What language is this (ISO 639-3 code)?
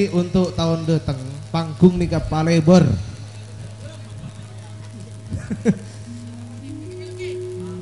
mad